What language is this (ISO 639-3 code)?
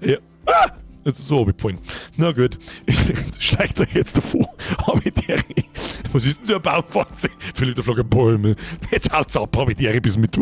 bar